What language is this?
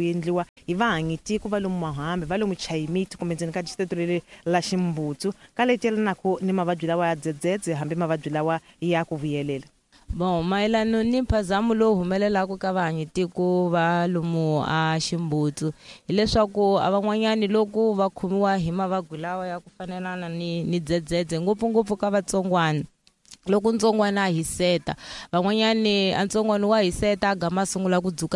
Tsonga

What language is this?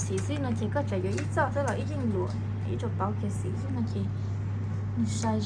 Hmong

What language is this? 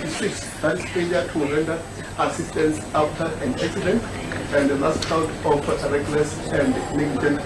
Southern Sotho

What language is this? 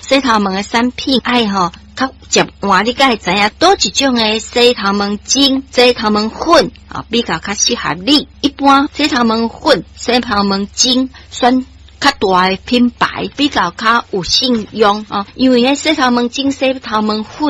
Min Nan Chinese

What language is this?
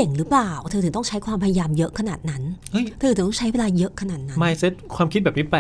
Thai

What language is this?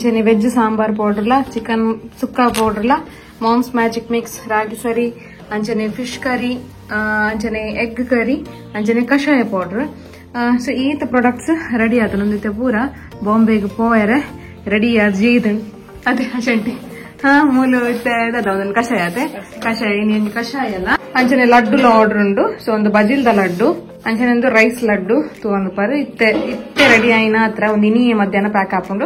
Tulu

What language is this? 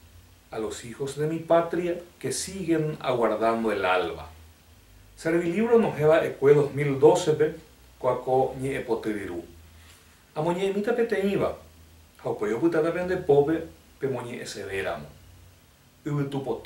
Guarani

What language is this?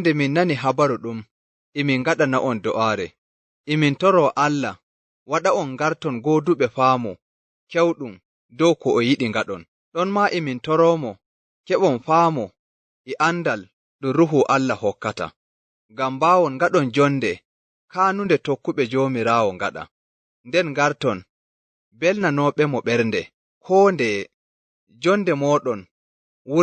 Nigerian Fulfulde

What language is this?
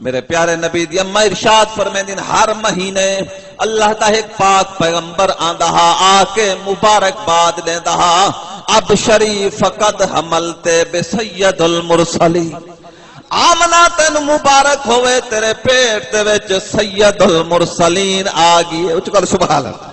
Saraiki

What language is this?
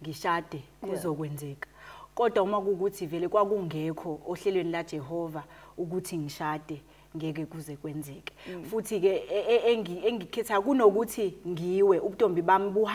Zulu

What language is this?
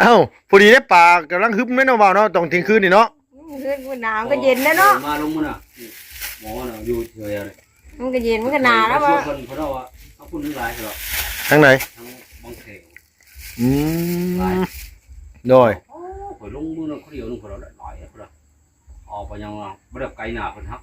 Northeastern Thai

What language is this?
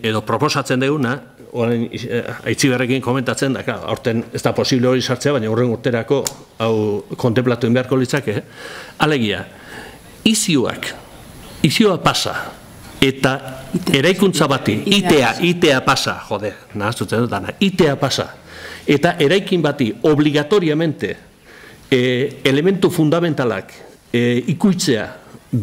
Basque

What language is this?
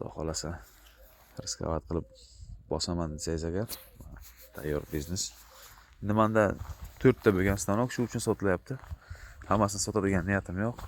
Uzbek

